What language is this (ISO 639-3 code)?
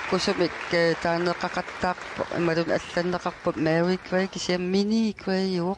kal